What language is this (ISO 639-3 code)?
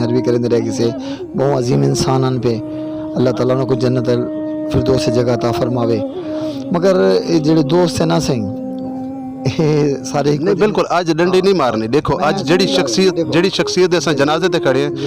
skr